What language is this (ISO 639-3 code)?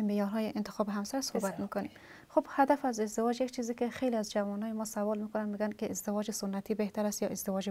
fas